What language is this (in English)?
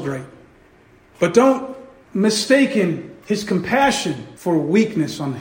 English